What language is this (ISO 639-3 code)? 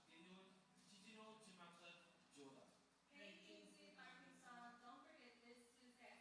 mah